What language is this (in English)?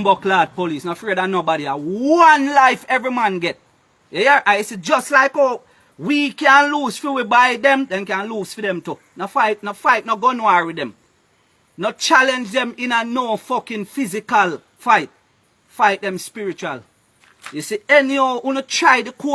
Jamaican Creole English